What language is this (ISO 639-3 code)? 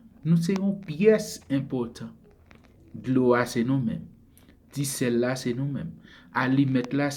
hat